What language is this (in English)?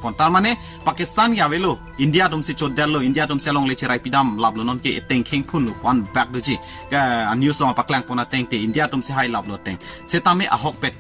Karbi